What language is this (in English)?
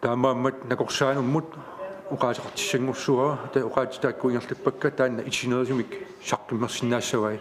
Kalaallisut